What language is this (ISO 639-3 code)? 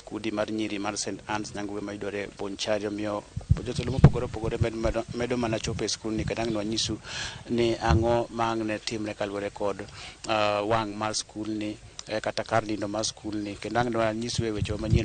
luo